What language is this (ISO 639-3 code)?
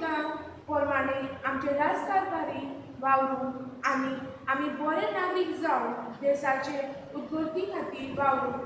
kok